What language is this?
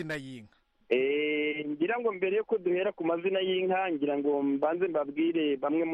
Kinyarwanda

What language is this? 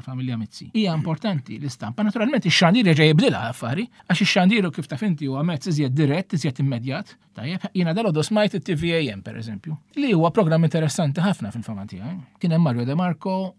Maltese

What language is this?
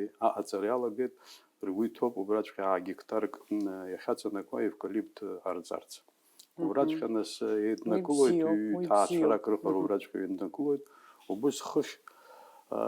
Abkhazian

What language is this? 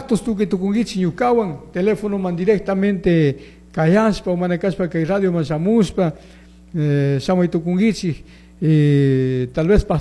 Chimborazo Highland Quichua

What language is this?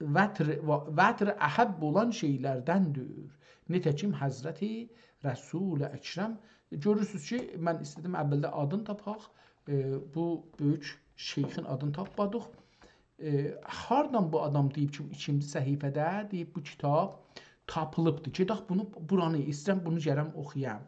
South Azerbaijani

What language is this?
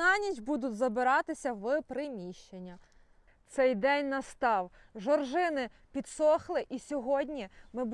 Ukrainian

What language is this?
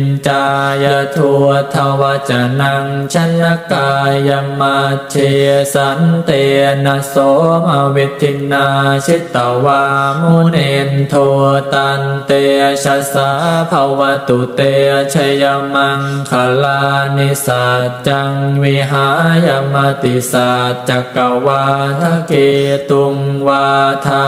Pali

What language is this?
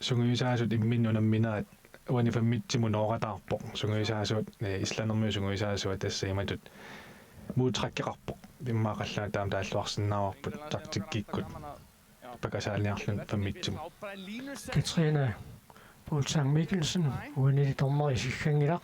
Kalaallisut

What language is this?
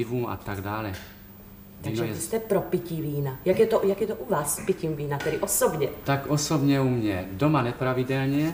Czech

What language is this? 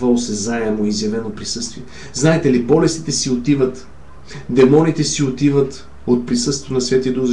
Bulgarian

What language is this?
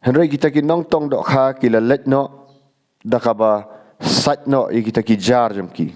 Khasi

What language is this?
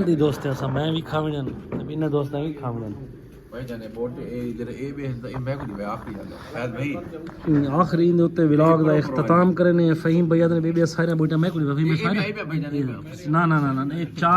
Saraiki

